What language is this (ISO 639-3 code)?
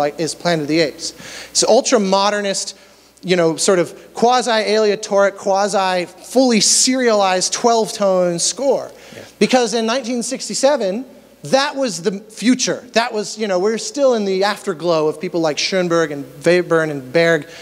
eng